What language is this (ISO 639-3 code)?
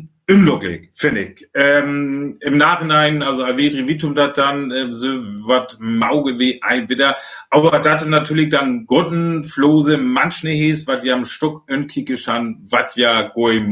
frr